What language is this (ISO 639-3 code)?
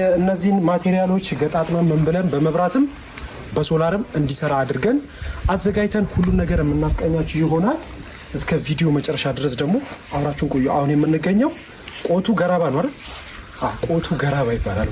amh